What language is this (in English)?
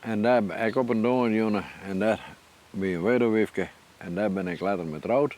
Western Frisian